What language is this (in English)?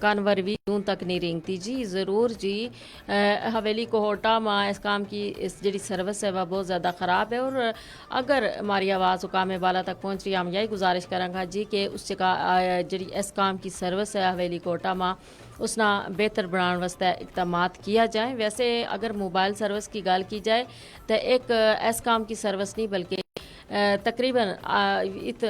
Gujari